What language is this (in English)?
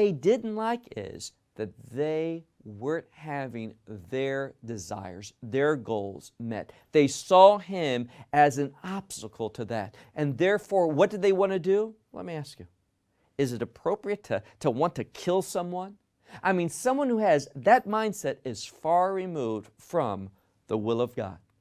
English